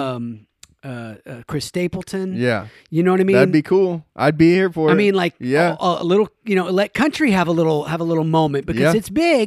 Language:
English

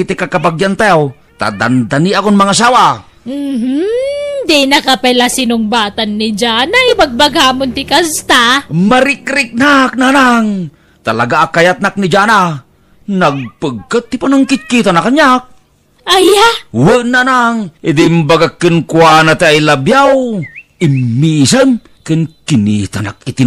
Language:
Iloko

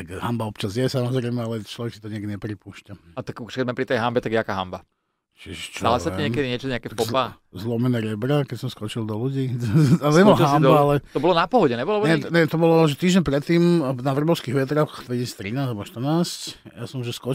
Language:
Slovak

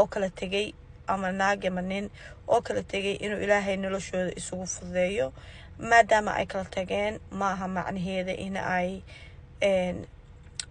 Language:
Somali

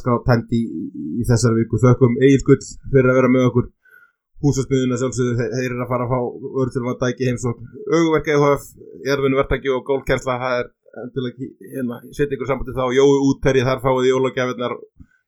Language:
Icelandic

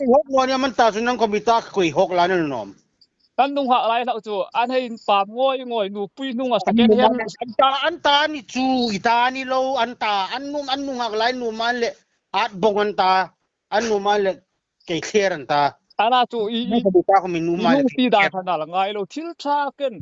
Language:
Hmar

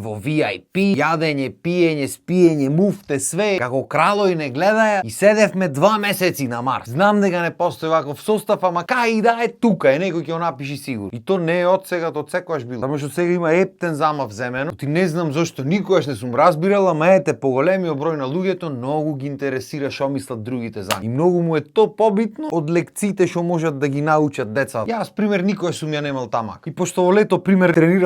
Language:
Macedonian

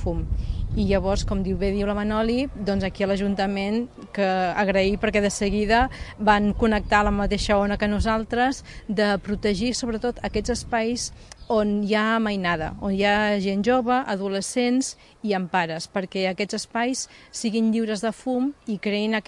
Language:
Catalan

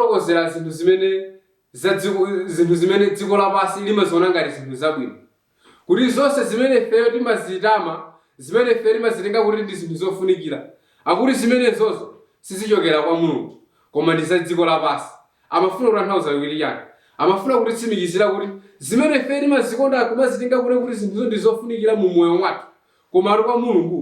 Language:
Nyanja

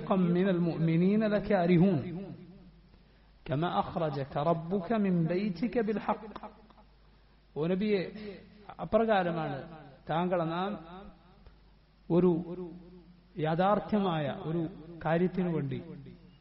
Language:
Malayalam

